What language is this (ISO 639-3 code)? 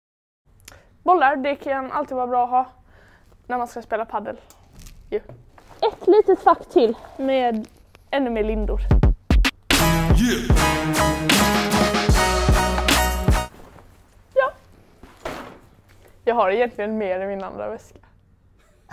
swe